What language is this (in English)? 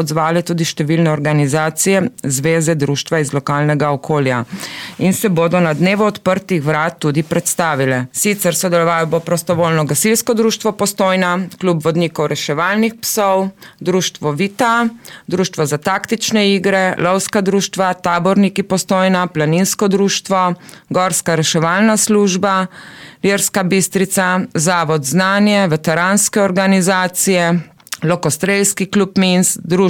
Slovenian